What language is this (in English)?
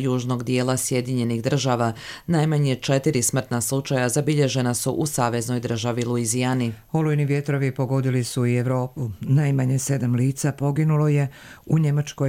Croatian